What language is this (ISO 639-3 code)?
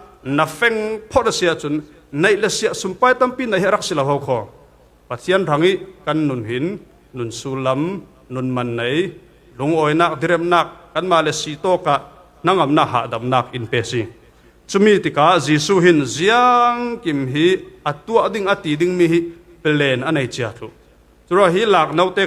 cfm